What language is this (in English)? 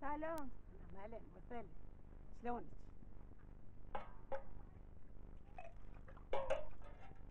Persian